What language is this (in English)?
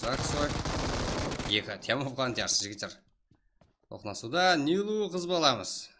Kara-Kalpak